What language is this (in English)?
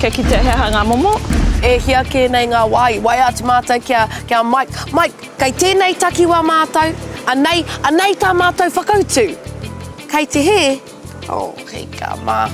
Māori